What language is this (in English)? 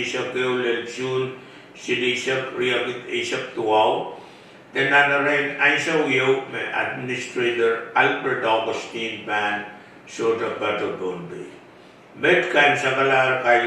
Pohnpeian